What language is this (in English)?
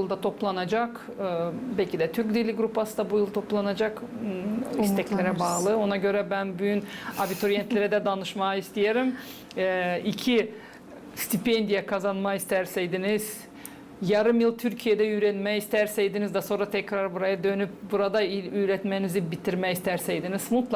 Gagauz